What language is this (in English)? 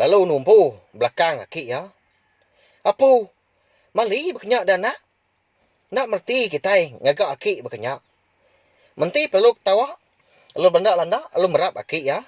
Iban